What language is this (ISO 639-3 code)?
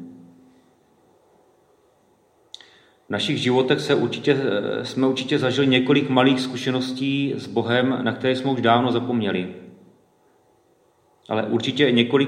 ces